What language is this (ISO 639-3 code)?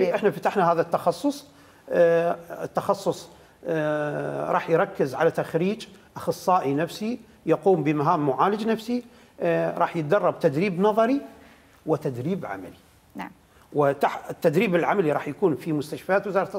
acm